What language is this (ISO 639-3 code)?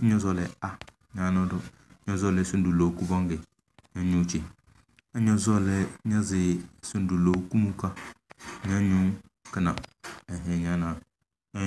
kdh